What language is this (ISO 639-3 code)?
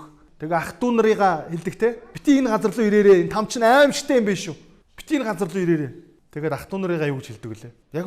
mon